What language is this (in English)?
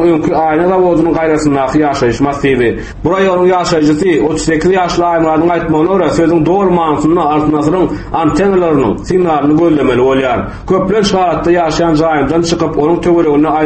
Turkmen